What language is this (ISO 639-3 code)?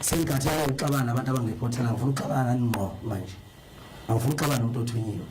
zul